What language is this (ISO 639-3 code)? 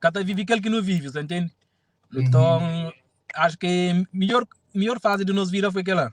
kea